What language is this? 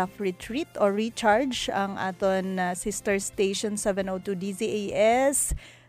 Hiligaynon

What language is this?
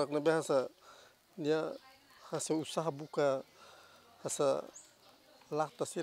Tetum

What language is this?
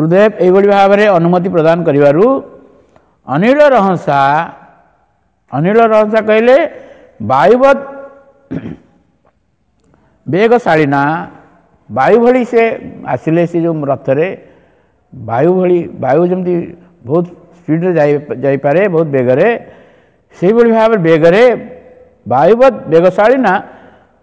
Odia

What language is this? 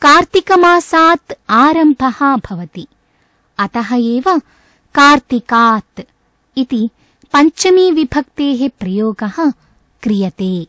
Sanskrit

